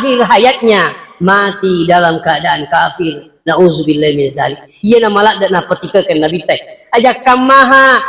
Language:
Buginese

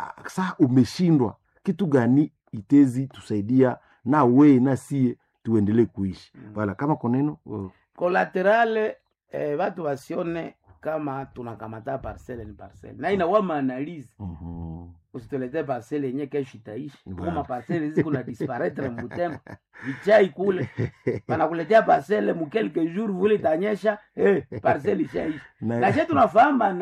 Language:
Swahili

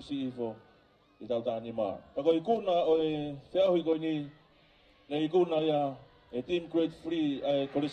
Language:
Tongan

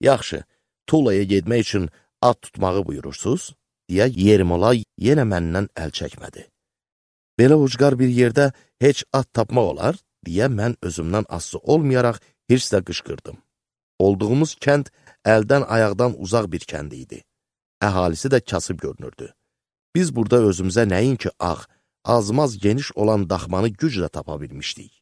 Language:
Azerbaijani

